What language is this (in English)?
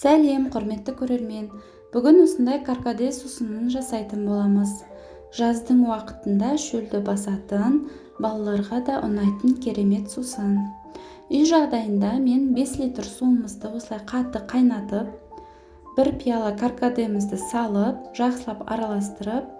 Kazakh